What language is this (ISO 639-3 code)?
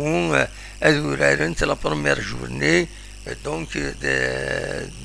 kab